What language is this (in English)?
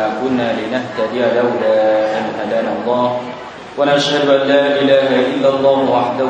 Thai